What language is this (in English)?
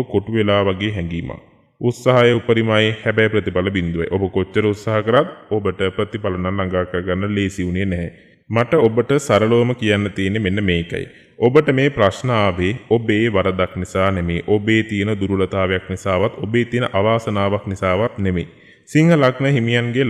Sinhala